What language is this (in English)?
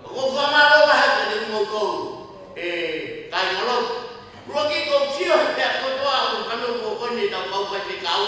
Tongan